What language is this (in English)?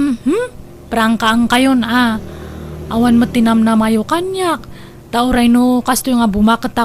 Iloko